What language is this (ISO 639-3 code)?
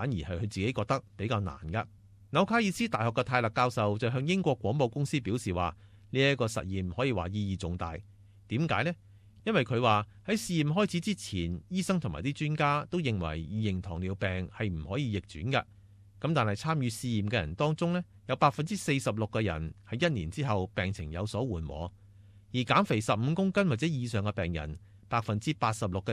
yue